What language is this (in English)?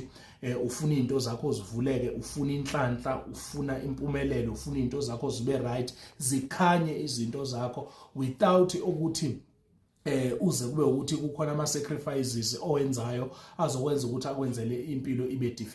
Zulu